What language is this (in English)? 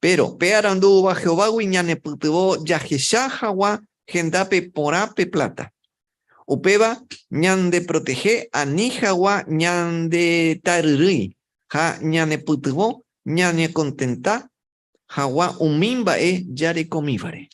Guarani